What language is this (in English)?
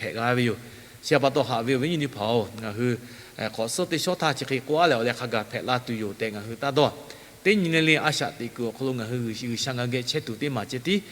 Lahu